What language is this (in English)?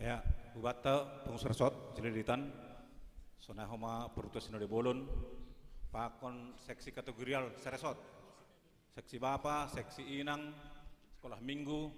Batak Simalungun